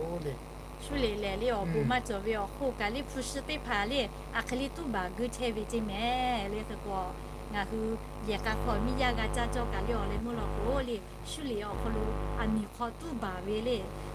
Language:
Lahu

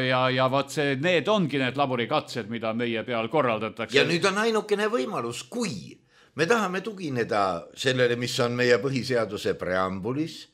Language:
Estonian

